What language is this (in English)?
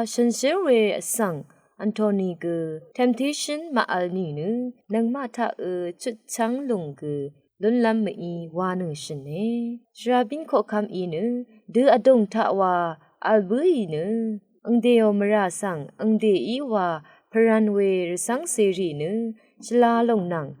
Rawang